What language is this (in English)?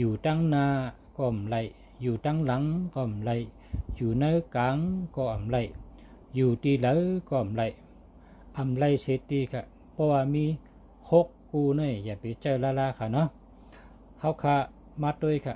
Shan